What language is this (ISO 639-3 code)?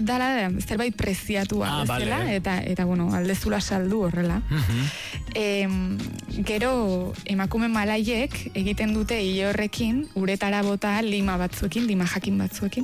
eus